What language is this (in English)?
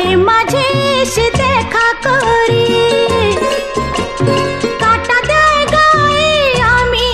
Bangla